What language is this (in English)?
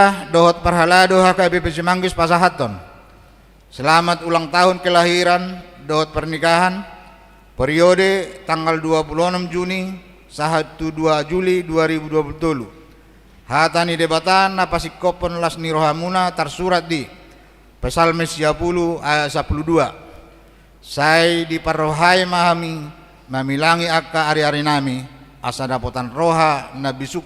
Batak Toba